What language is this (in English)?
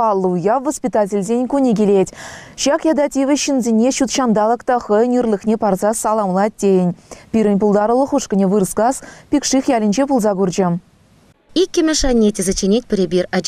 Chuvash